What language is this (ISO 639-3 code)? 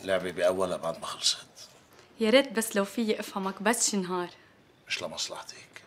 apc